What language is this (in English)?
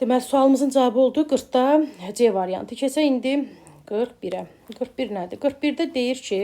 Azerbaijani